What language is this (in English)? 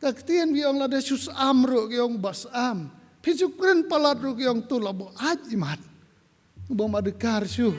Khasi